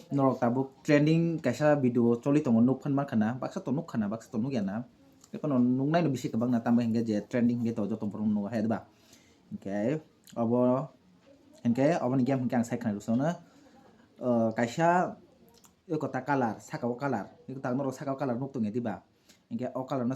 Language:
Kok Borok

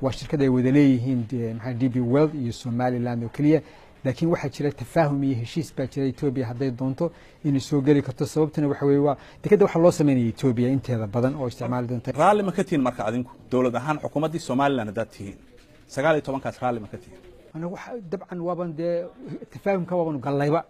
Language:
Somali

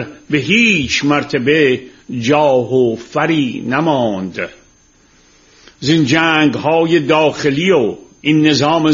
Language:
Persian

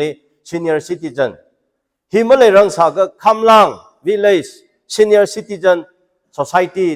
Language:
Tangkhul Naga (India)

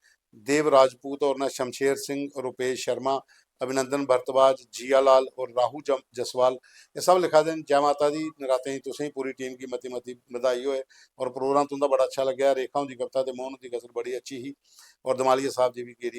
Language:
Dogri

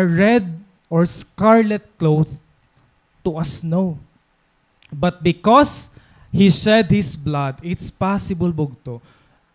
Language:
Waray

